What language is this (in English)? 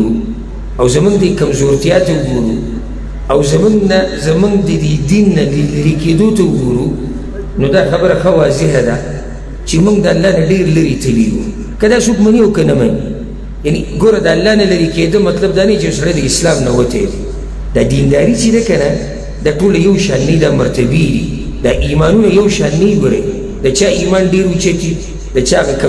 Pashto